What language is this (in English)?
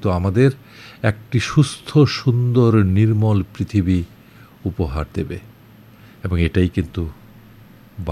Bangla